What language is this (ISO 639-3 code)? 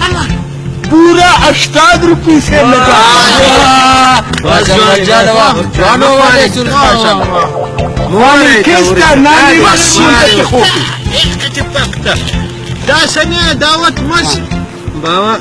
brh